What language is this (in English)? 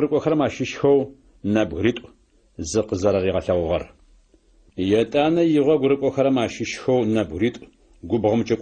Adyghe